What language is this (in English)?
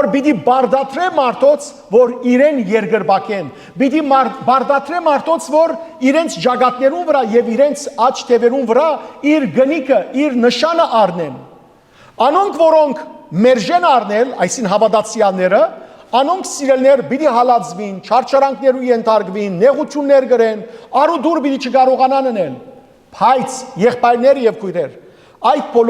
Western Armenian